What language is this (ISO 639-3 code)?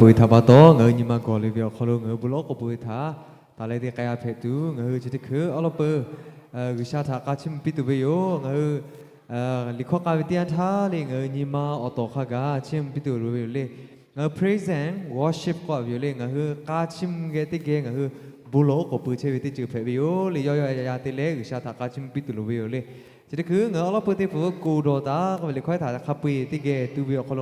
lhu